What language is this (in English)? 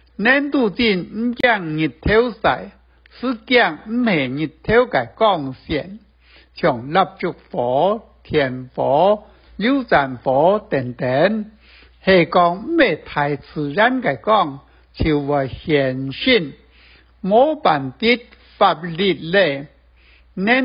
Hakka Chinese